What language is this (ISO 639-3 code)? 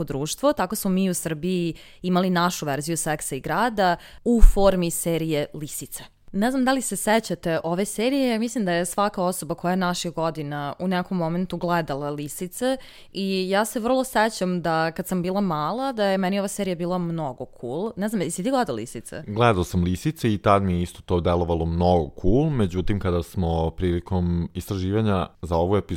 srp